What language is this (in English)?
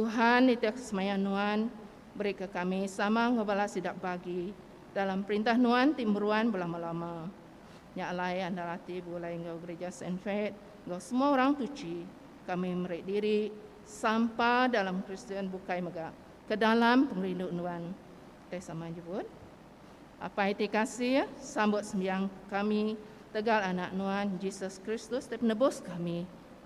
Iban